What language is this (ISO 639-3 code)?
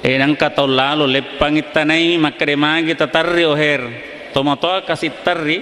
bug